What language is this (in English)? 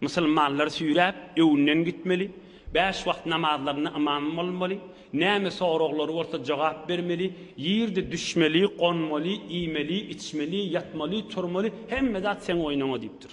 Turkmen